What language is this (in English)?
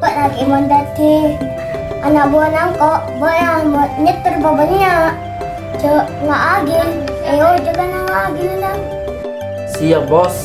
Madurese